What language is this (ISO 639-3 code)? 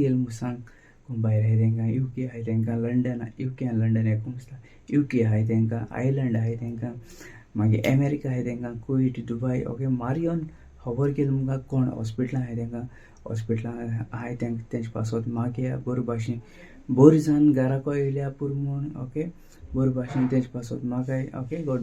kok